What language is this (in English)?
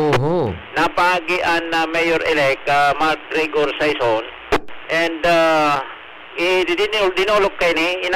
Bikol